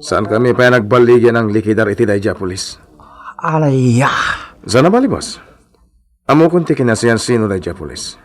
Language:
Iloko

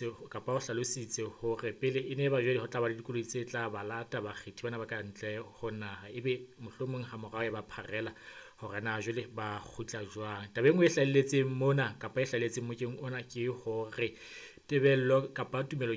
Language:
Southern Sotho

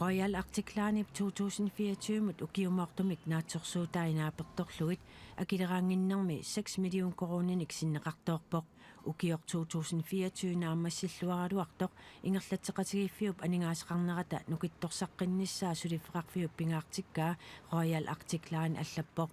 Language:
Kalaallisut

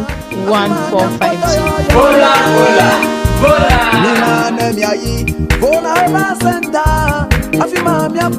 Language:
Ewe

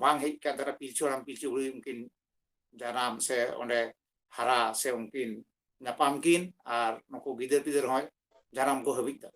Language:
Santali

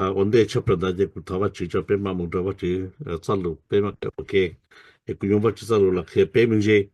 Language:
Hmong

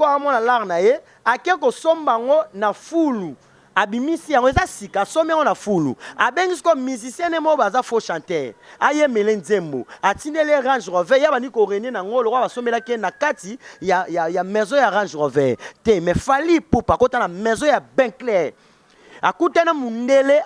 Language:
Lingala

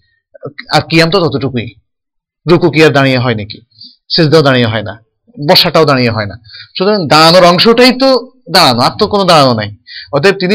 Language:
Bangla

